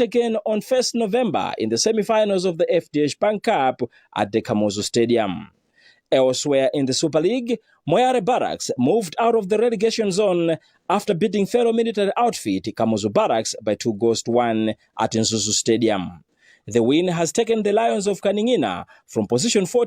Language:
English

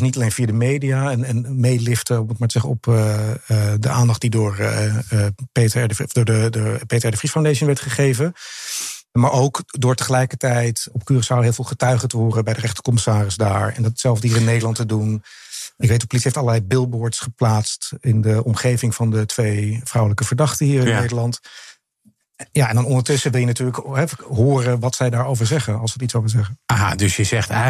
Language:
Dutch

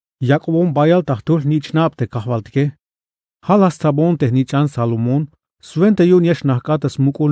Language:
Tzeltal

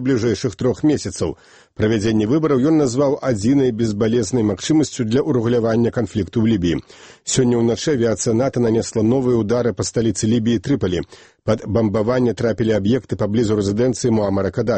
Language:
Belarusian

